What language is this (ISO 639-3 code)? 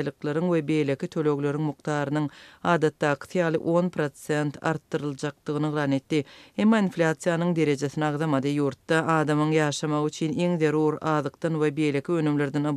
tuk